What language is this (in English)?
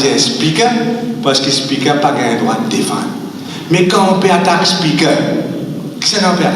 Morisyen